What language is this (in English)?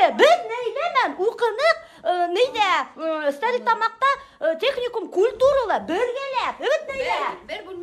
Bashkir